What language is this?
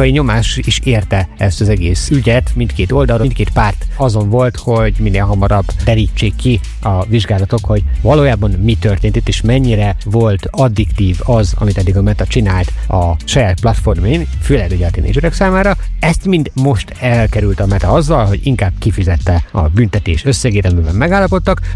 Hungarian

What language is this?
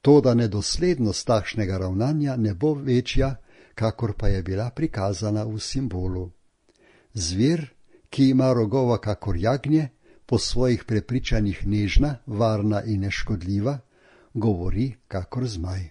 Slovenian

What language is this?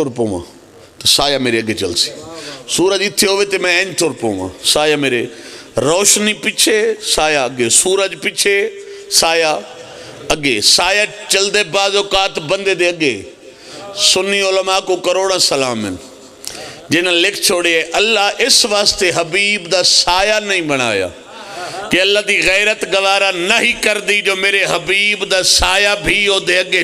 Pahari-Potwari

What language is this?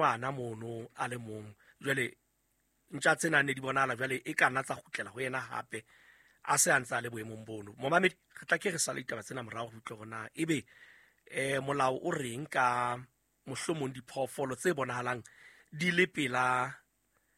Southern Sotho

